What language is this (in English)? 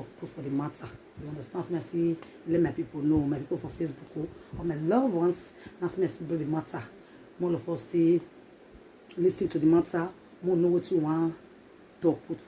Nigerian Pidgin